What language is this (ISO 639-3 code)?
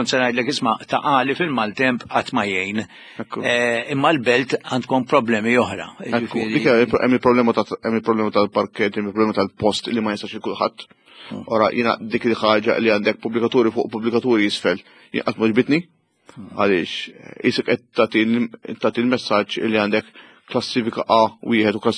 mlt